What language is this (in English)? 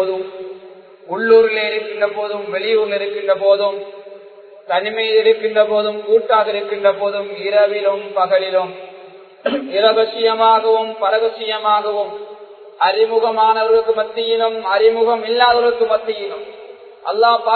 Tamil